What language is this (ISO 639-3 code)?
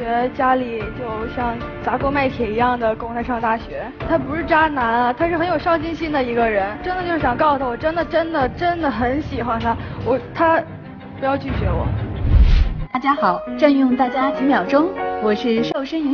zho